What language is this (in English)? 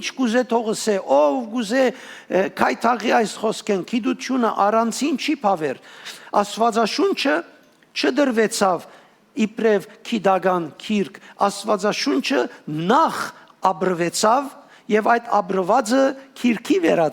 Western Armenian